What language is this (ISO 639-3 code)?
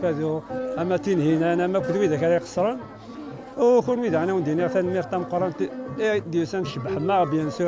kab